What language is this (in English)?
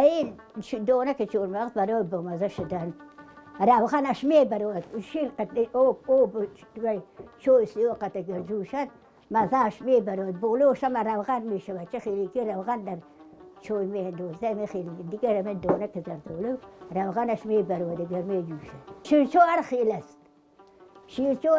Tajik